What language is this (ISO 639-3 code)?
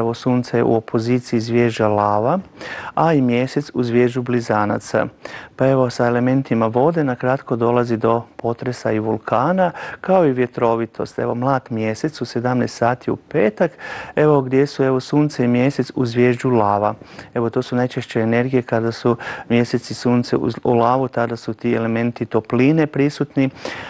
hrv